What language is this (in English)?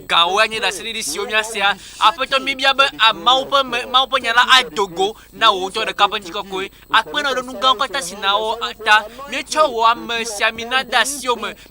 Ewe